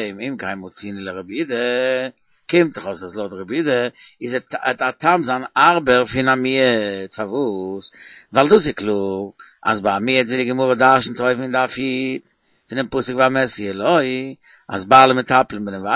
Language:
Yiddish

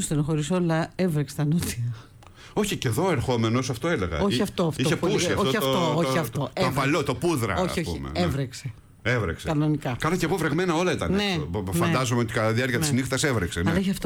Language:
Greek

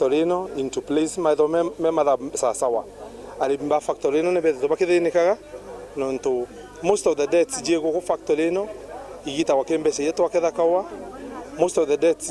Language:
Meru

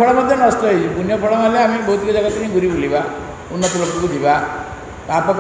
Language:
Odia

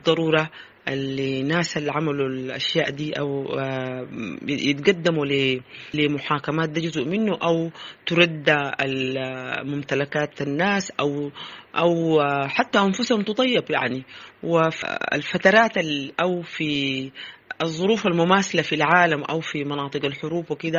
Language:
Sudanese Arabic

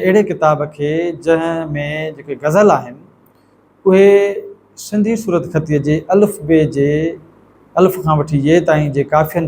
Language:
Sindhi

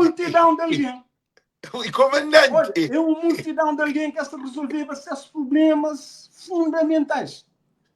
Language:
Kabuverdianu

